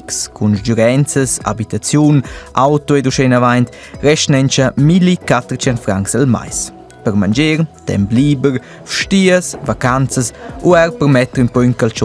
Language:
Romansh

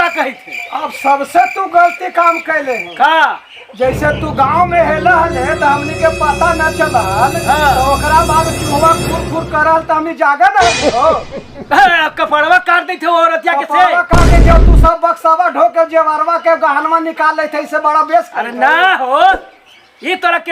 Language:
Magahi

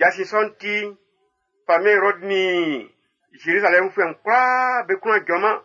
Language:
Baoulé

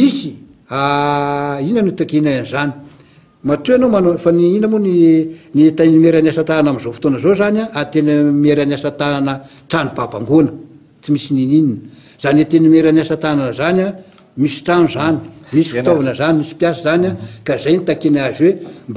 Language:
Malagasy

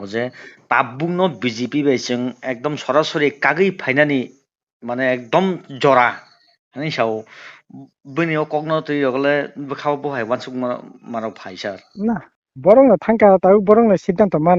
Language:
Kok Borok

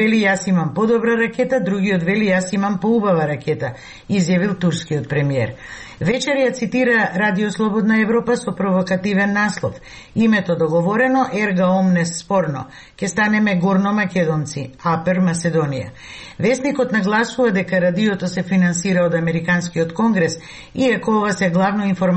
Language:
Macedonian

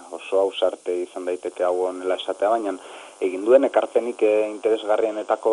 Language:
Basque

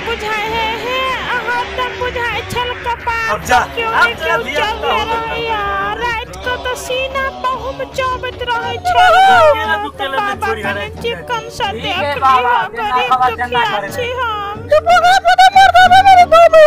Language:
Maithili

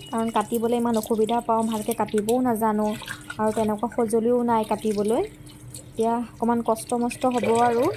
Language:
Assamese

